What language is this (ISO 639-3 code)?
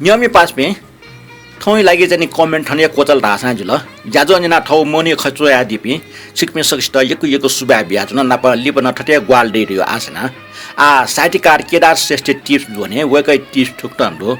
new